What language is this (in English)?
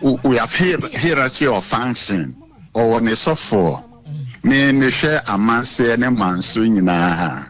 Akan